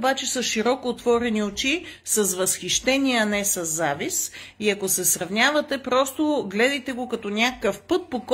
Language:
Bulgarian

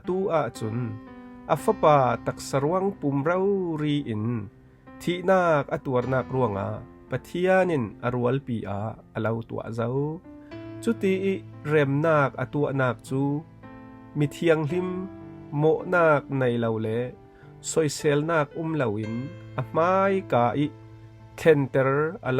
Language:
Falam Chin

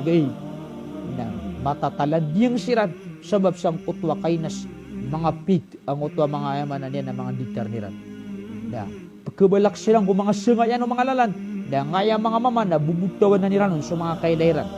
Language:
Maranao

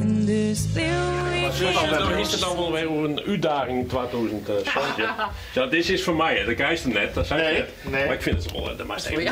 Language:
Western Frisian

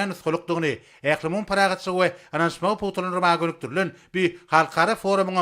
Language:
Turkmen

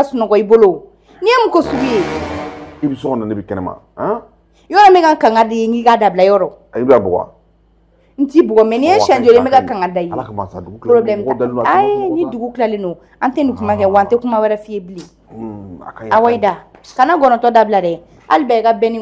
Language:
Bambara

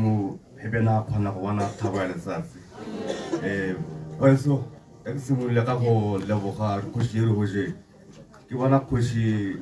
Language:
Tswana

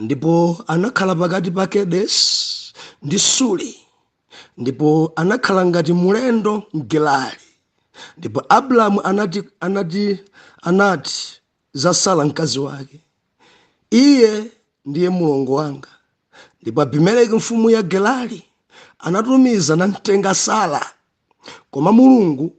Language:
Nyanja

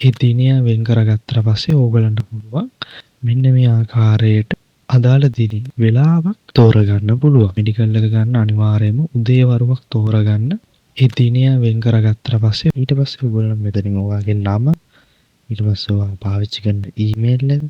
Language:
Sinhala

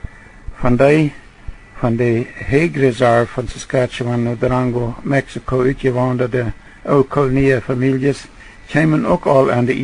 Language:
Plautdietsch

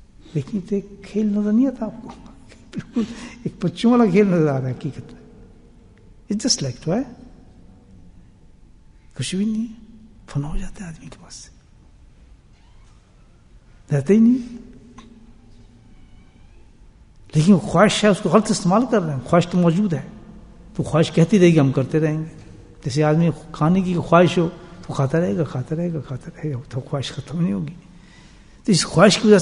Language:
Urdu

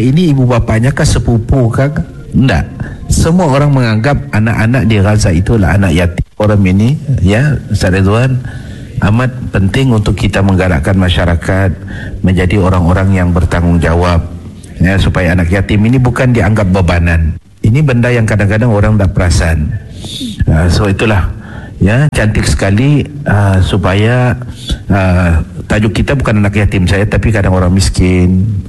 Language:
Malay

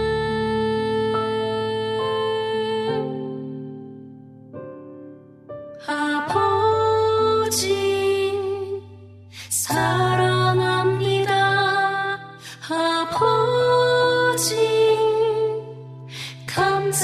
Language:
Korean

